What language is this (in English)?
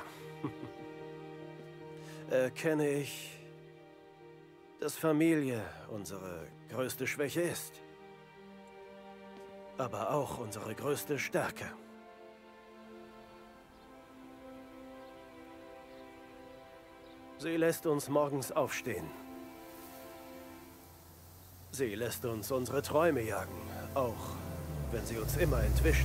German